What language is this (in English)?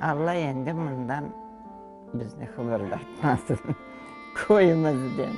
Crimean Tatar